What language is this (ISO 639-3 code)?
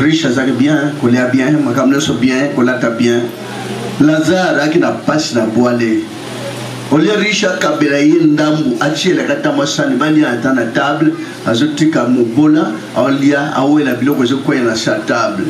lin